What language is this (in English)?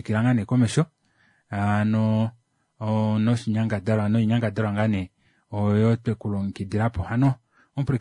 Kuanyama